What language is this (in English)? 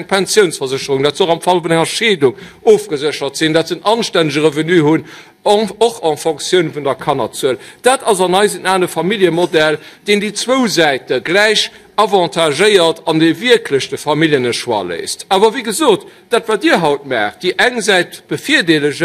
Luxembourgish